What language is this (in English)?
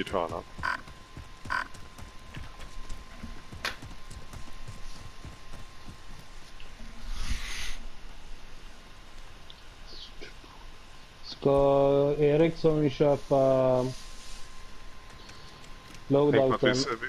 Swedish